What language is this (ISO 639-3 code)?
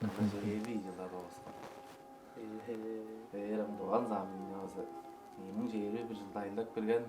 tyv